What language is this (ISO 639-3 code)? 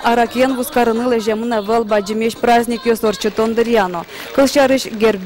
udm